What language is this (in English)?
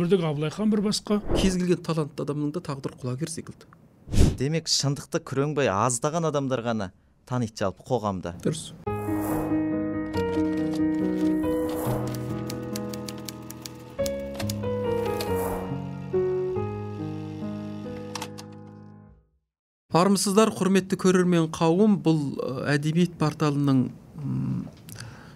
Kazakh